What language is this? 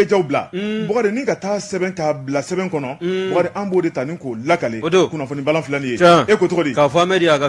Bambara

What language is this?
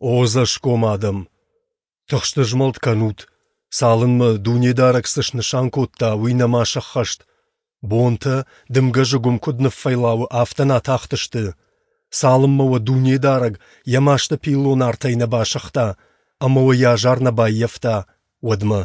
Ossetic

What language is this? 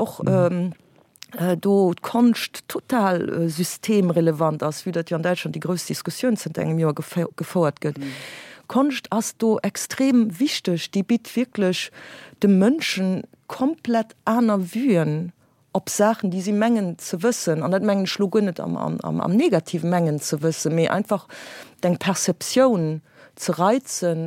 Luxembourgish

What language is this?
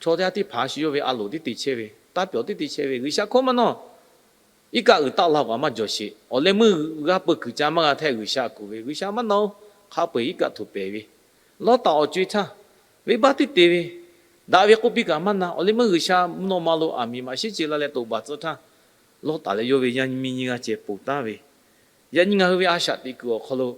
Lahu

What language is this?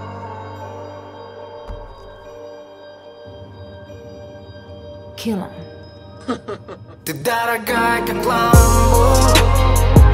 Russian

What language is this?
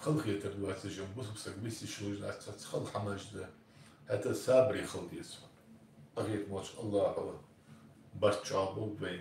Ingush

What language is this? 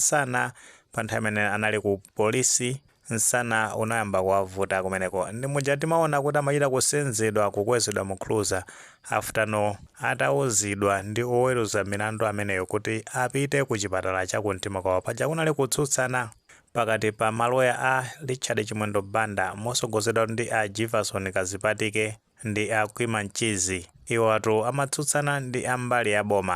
Nyanja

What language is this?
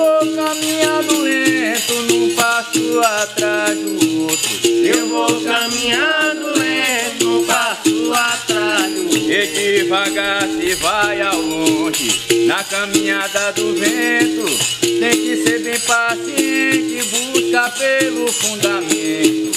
Portuguese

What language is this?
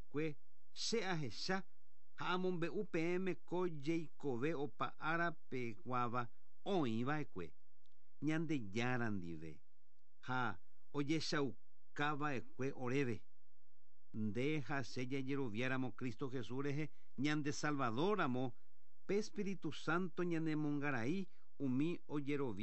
Guarani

